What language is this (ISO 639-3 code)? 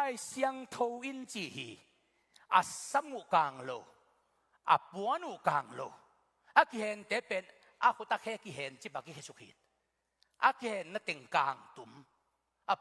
ctd